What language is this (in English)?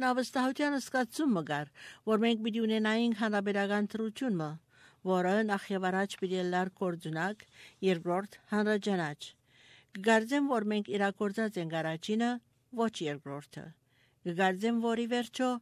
Armenian